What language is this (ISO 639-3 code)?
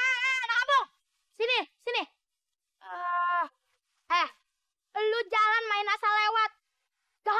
bew